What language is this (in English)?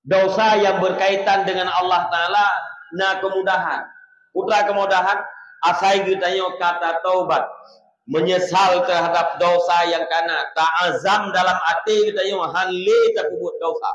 Achinese